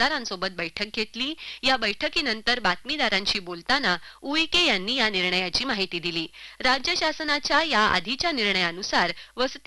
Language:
Marathi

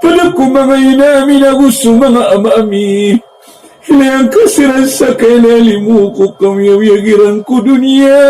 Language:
Maranao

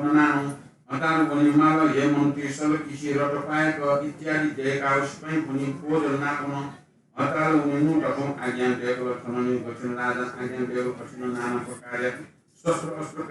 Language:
Newari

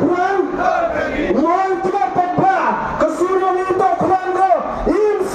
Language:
Khasi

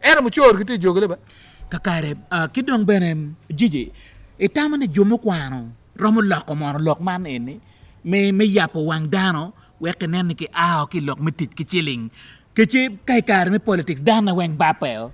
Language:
Acoli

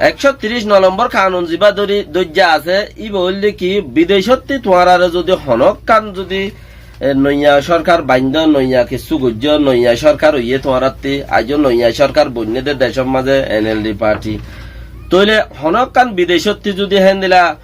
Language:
Rohingya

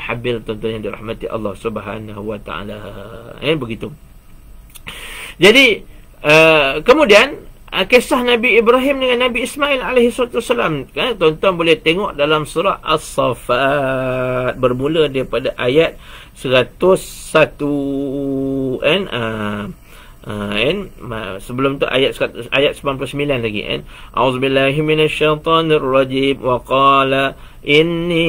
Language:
Malay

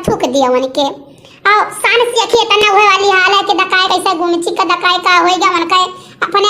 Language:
Awadhi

